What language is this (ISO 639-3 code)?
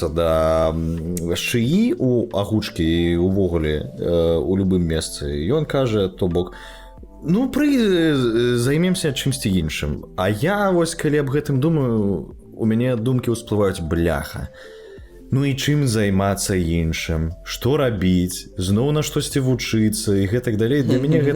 bel